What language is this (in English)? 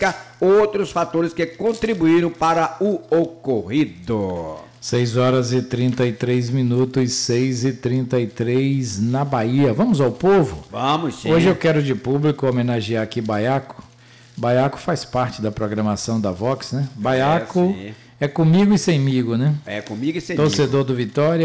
Portuguese